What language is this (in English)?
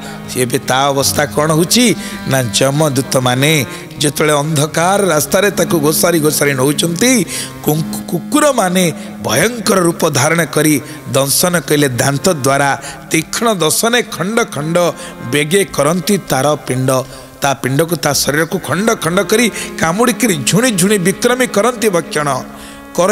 Odia